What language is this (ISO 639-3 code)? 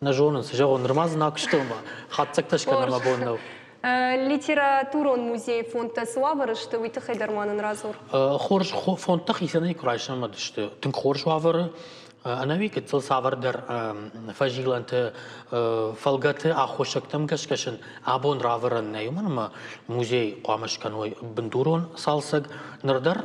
oss